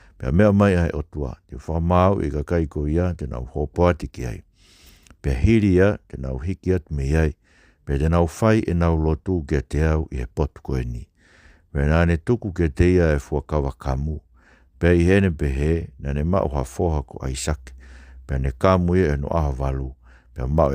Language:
Tongan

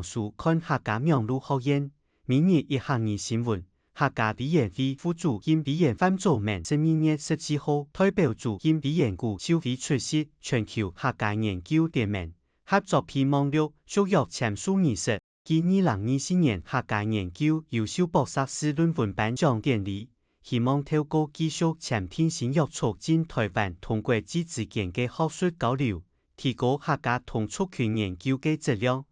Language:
Hakka Chinese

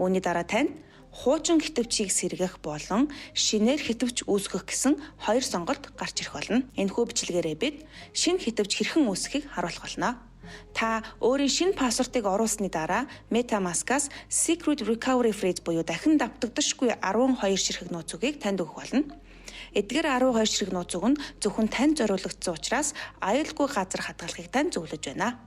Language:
Mongolian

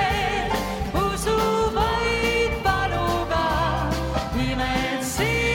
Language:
Estonian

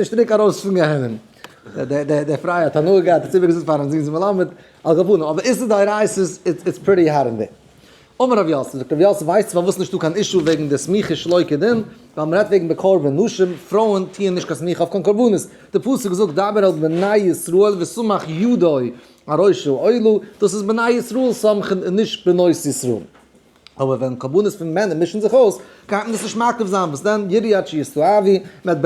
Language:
Yiddish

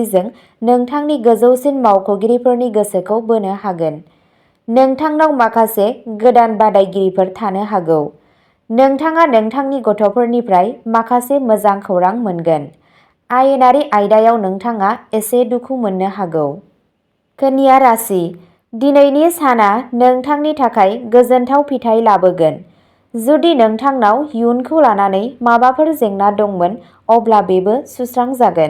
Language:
Bodo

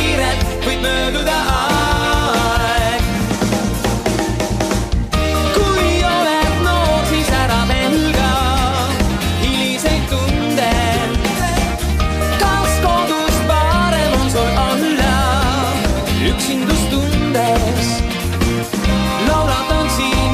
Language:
Estonian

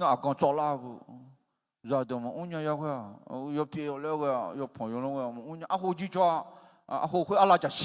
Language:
Akha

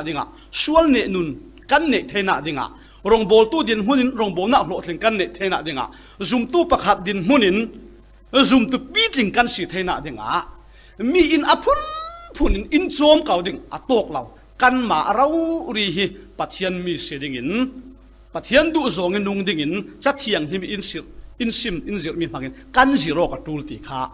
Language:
Falam Chin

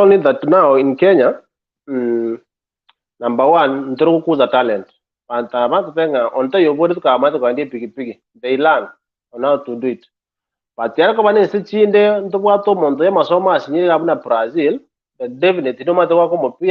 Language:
Gusii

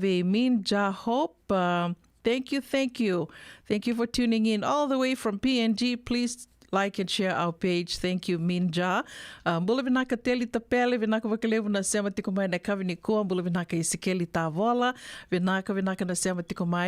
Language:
Fijian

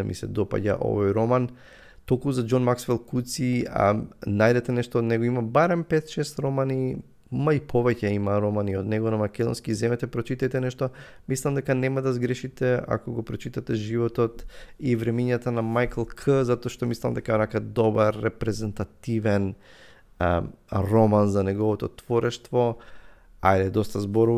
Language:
Macedonian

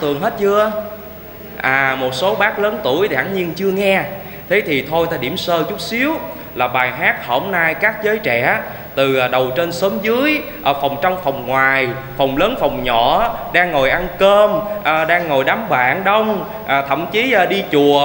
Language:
Vietnamese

